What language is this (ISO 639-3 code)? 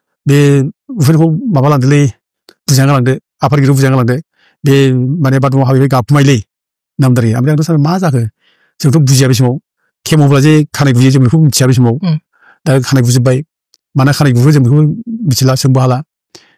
brx